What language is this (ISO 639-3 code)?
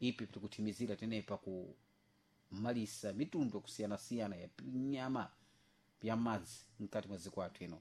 seh